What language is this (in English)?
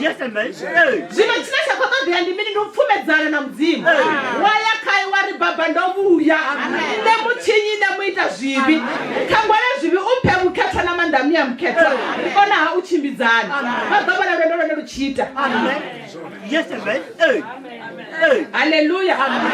Venda